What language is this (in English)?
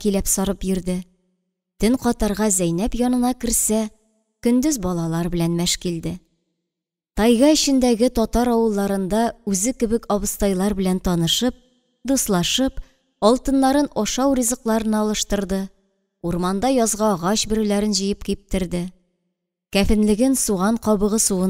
Tatar